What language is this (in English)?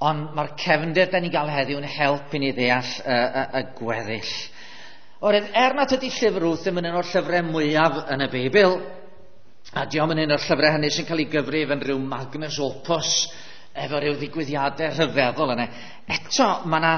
Welsh